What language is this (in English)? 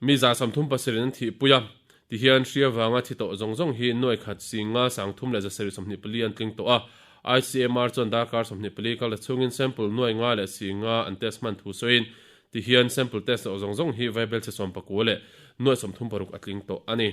Mizo